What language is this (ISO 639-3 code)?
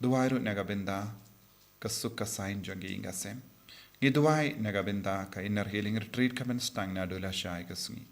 kha